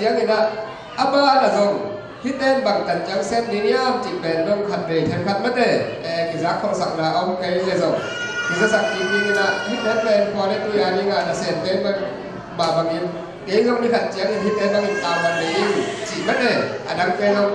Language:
Tedim Chin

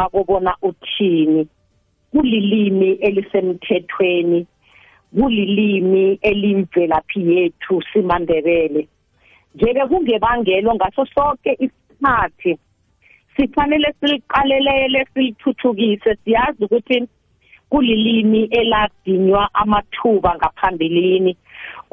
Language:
South Ndebele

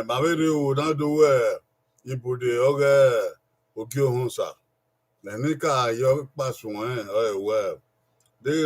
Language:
Bini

